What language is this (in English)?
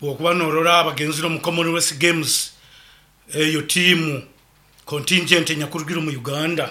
Nyoro